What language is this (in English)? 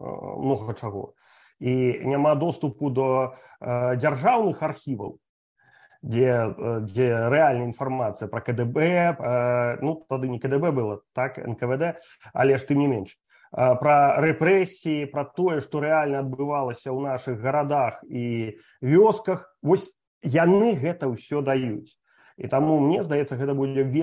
Belarusian